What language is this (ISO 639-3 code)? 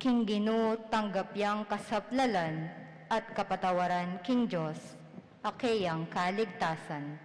pam